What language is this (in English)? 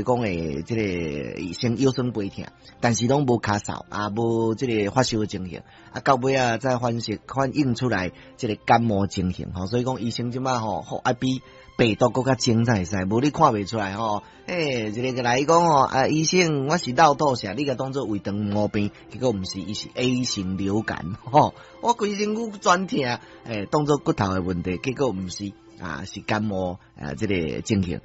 Min Nan Chinese